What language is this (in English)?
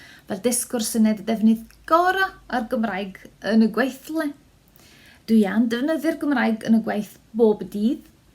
Welsh